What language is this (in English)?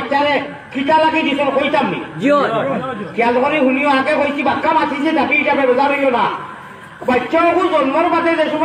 Sylheti